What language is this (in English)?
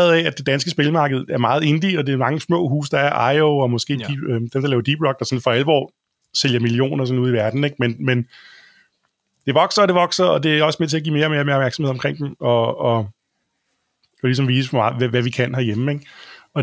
Danish